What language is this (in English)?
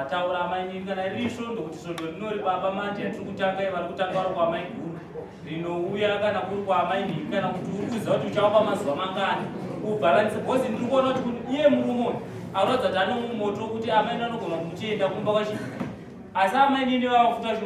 Shona